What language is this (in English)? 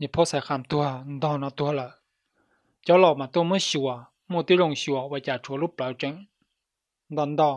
Hmong